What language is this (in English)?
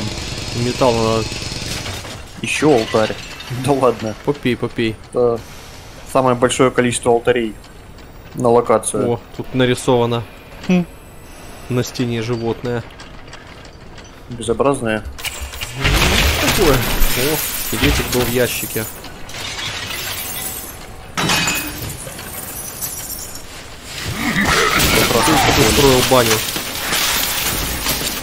Russian